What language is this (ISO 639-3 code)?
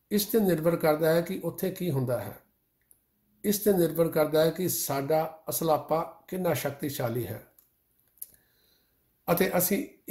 pan